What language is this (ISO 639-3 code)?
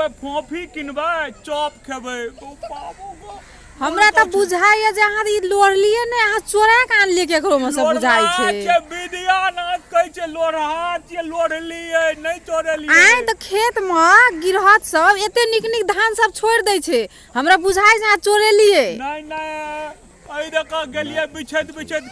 mai